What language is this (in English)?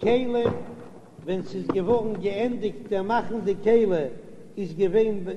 Yiddish